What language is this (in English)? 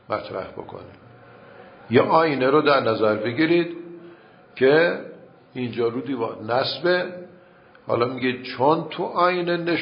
Persian